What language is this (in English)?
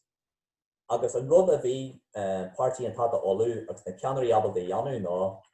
Irish